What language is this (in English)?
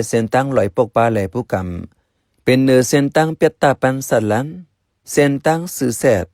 Shan